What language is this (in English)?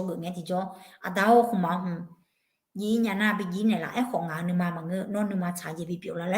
Akha